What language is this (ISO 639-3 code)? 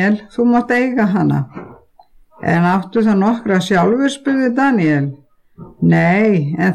isl